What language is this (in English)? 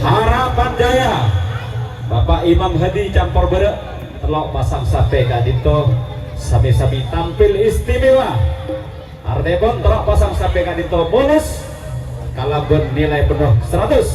Madurese